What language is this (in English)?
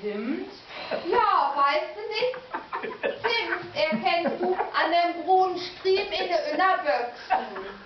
Low German